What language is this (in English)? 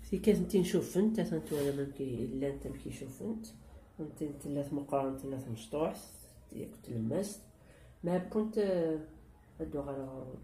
Kabyle